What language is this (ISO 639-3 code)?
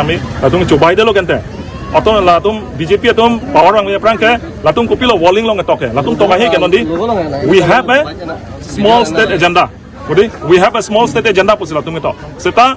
mjw